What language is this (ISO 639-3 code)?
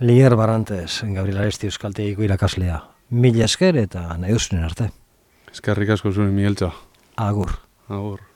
eus